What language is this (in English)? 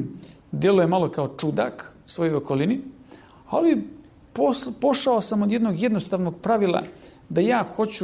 Serbian